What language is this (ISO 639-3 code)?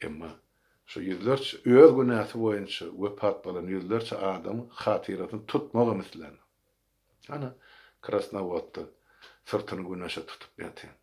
tuk